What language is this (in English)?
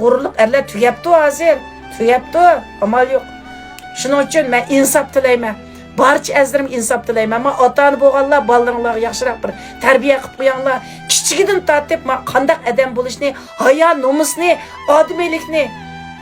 Uyghur